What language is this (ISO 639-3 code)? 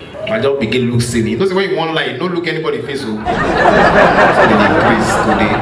pcm